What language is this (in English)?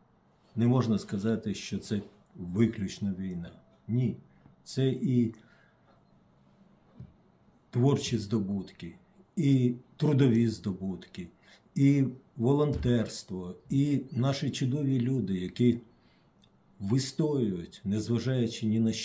Ukrainian